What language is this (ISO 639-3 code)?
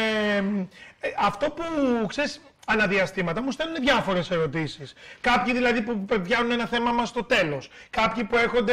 ell